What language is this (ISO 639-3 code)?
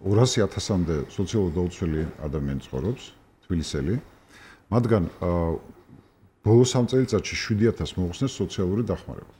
kat